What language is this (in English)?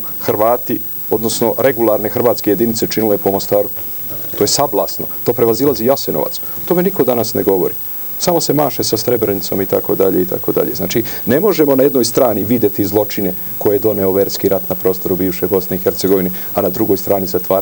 Serbian